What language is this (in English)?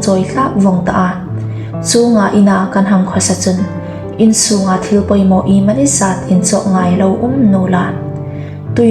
Hmar